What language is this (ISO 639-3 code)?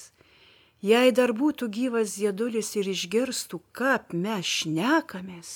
lit